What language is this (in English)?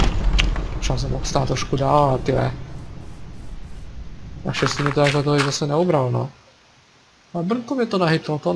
Czech